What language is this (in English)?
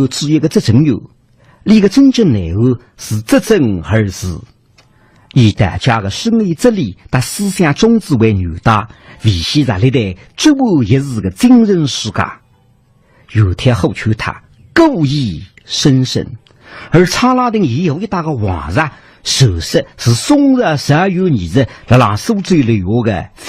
Wu Chinese